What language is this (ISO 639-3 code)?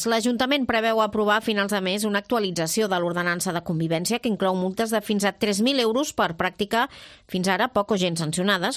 cat